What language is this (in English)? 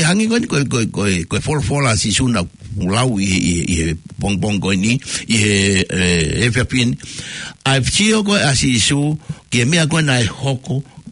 Tongan